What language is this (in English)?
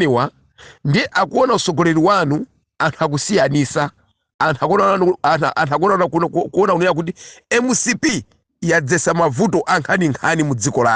Nyanja